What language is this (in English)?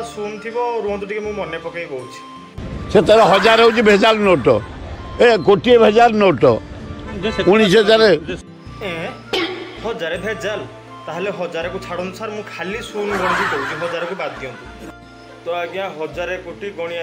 Odia